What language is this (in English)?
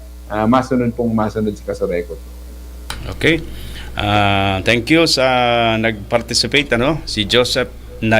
Bikol